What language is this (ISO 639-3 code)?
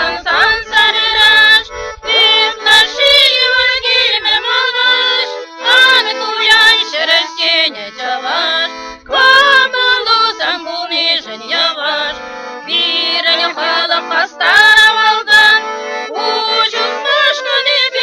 chv